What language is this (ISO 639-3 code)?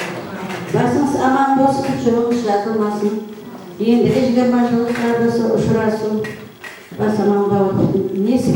kaa